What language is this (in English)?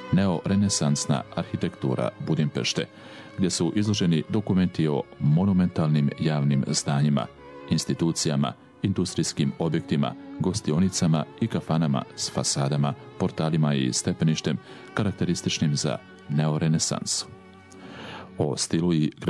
Bosnian